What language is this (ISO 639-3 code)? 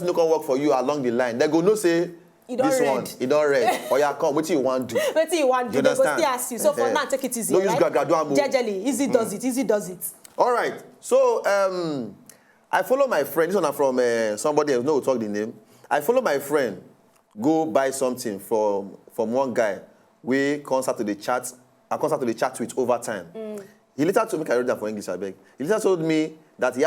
pcm